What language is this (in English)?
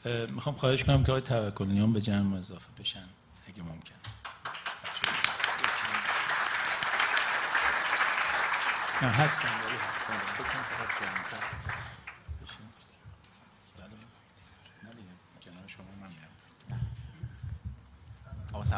Persian